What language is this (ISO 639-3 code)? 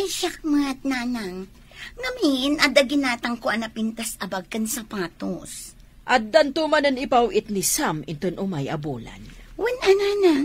ilo